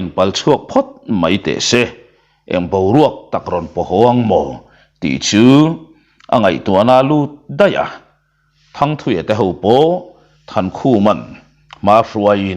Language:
Mizo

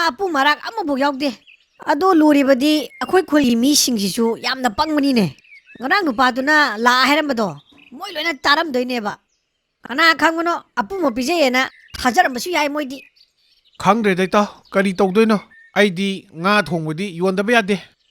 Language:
Manipuri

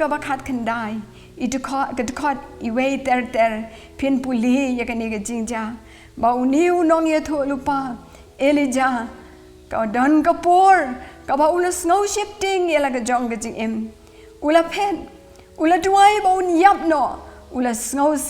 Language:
Khasi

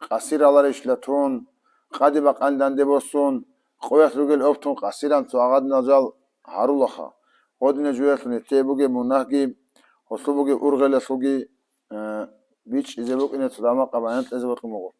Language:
Avaric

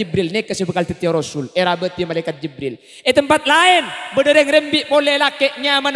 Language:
Madurese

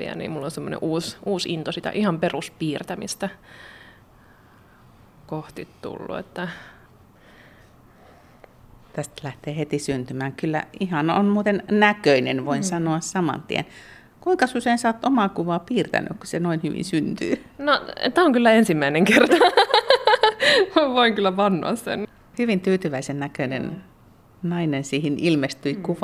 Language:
Finnish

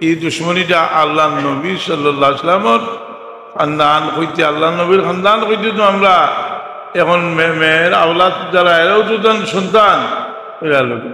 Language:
Sylheti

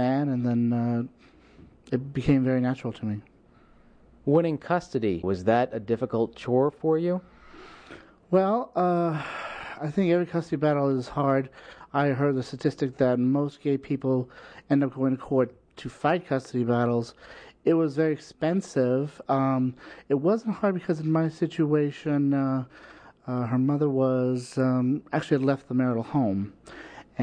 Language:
English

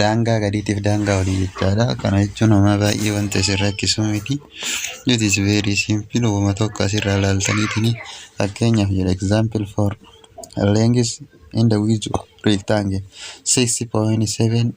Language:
Oromo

